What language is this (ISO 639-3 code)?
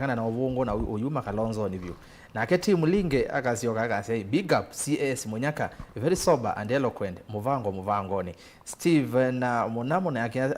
kam